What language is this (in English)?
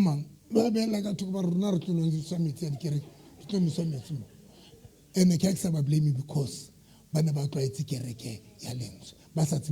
Southern Sotho